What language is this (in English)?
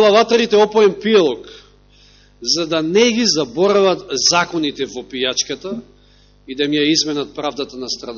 Macedonian